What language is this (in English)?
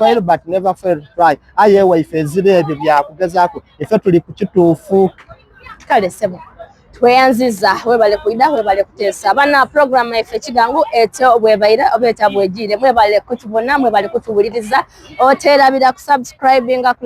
Soga